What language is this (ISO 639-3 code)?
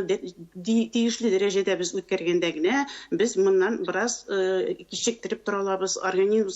tat